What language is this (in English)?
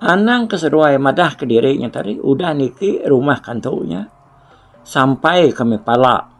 Iban